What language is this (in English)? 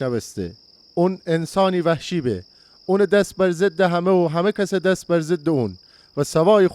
Gilaki